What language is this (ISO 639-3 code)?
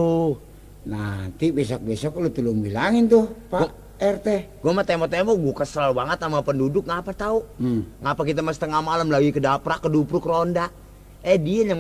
bew